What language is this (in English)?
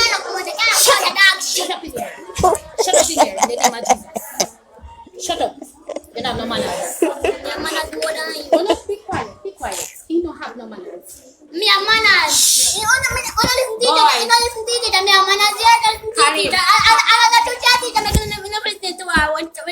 Jamaican Creole English